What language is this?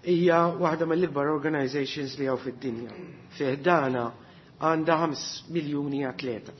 Maltese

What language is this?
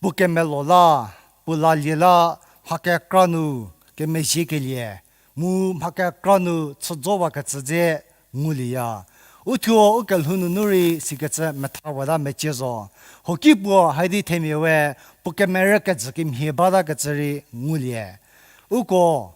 Angami Naga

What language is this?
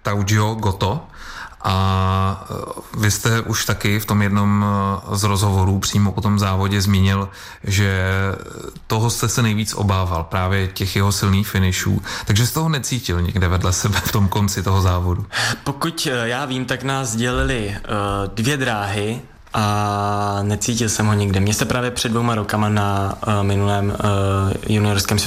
Czech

